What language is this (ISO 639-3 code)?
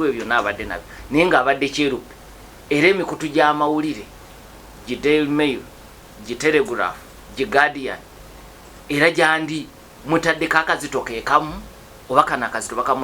lug